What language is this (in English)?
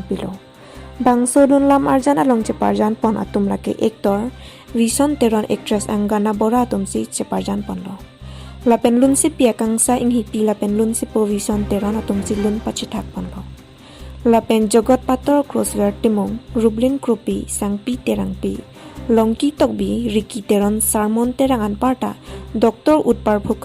Karbi